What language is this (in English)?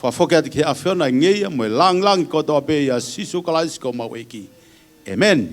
Tongan